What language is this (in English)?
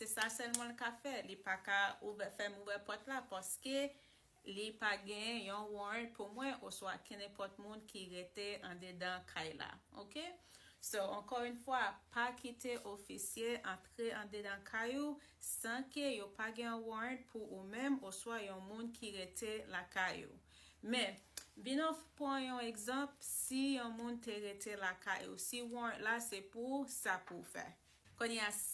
Haitian Creole